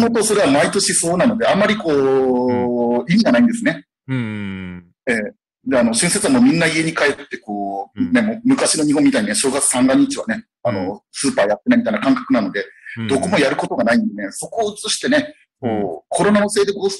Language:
Japanese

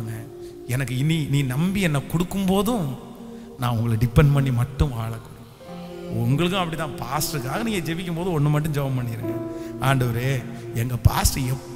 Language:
Tamil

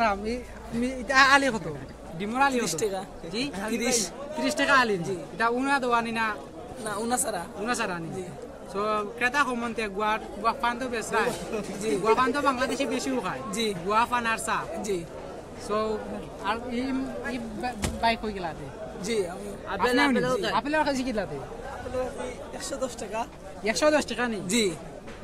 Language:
Sylheti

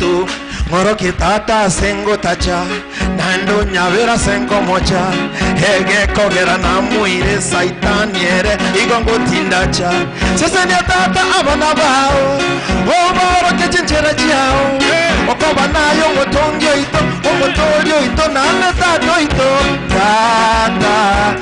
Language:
Gusii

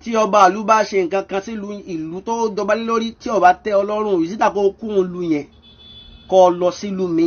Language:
Yoruba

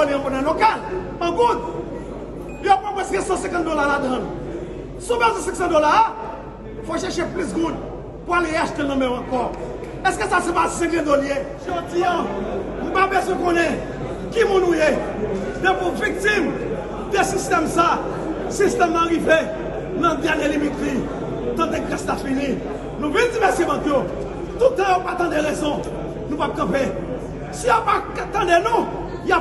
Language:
Haitian Creole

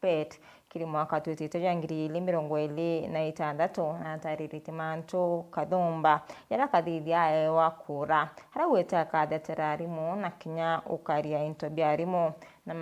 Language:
Meru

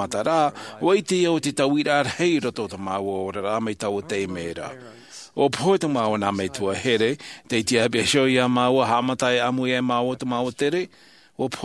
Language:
Tahitian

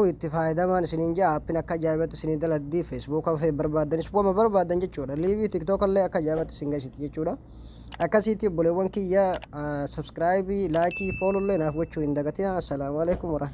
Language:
Oromo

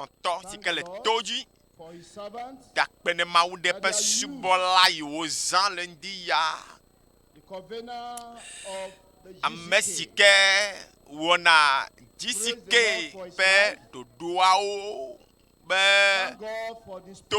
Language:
Ewe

